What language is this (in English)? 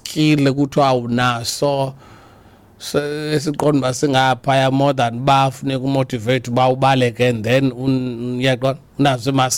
Xhosa